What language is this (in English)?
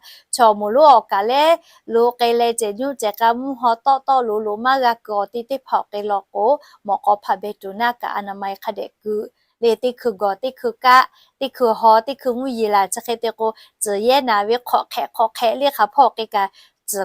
Lahu